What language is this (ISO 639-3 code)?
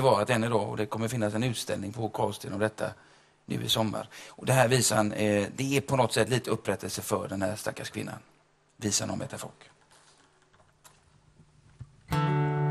swe